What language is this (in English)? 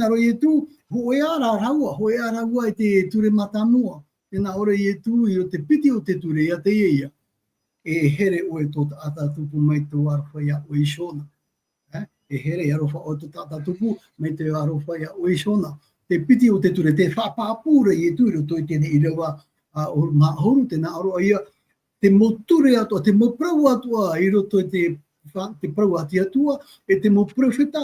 Tahitian